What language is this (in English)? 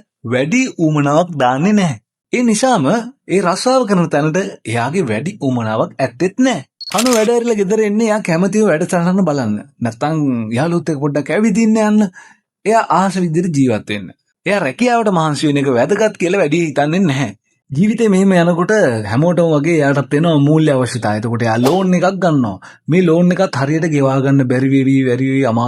Sinhala